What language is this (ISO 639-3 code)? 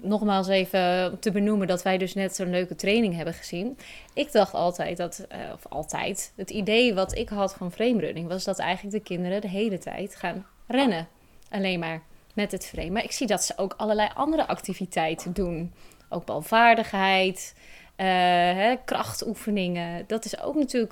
nld